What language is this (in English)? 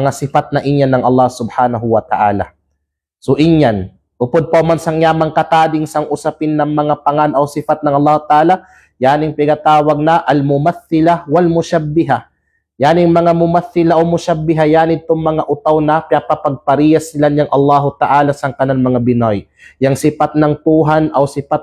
Kalagan